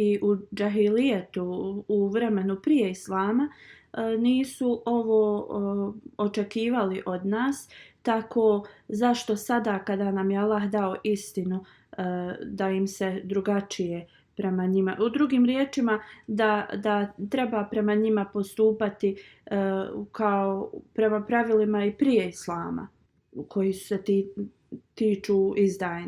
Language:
Bosnian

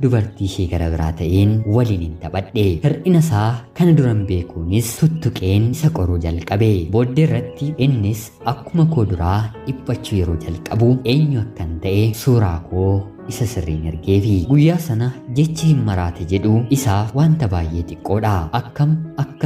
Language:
Oromo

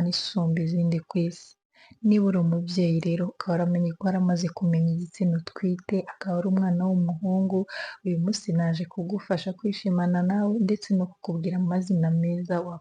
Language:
Kinyarwanda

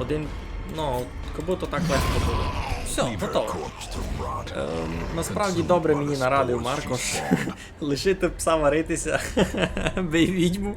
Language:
Rusyn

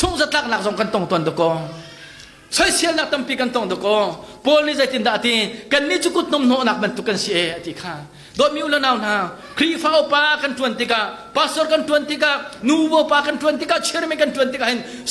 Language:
Hakha Chin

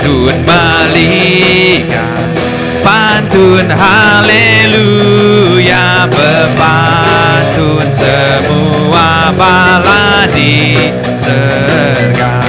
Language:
Iban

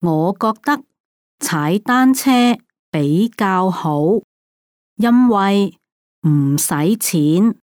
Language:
Cantonese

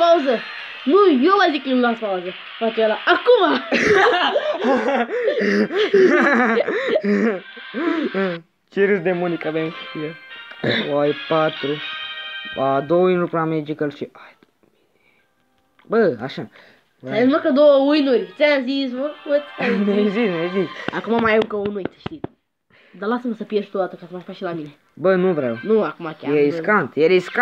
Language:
Romanian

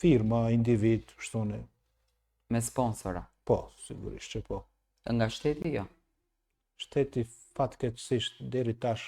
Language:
Albanian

